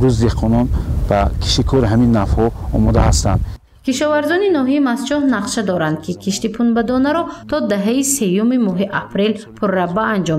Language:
Tajik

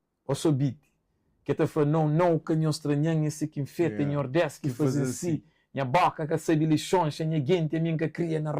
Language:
Kabuverdianu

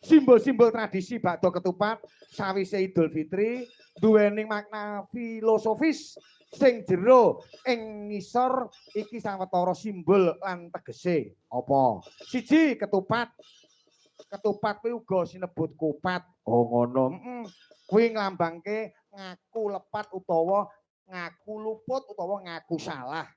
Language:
Javanese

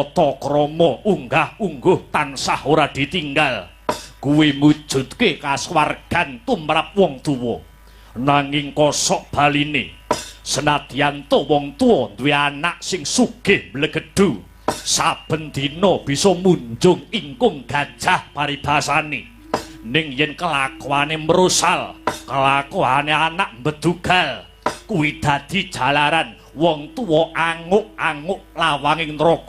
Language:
Javanese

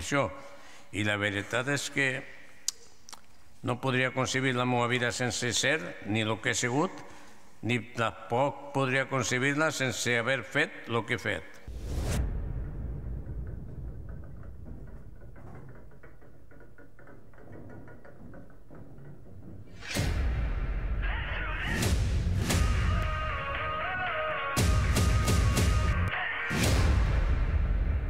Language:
Catalan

